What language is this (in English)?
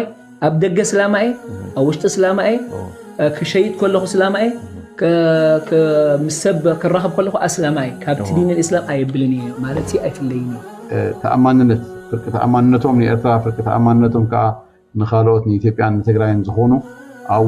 Tigrinya